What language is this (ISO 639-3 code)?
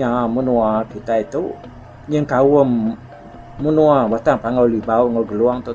iba